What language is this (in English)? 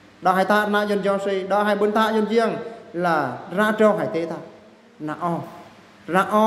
Eastern Bru